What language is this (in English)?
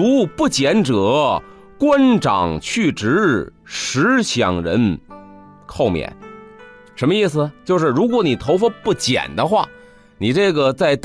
Chinese